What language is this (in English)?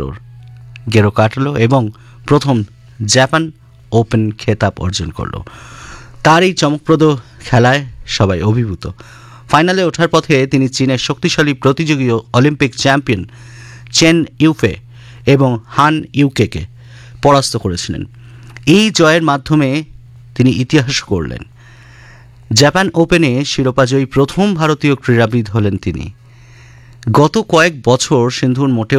Bangla